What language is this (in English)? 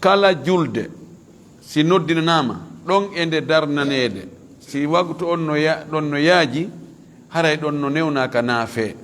Fula